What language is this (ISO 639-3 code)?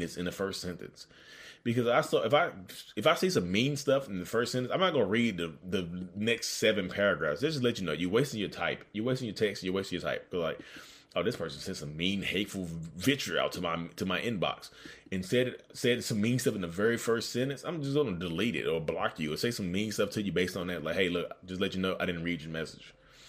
eng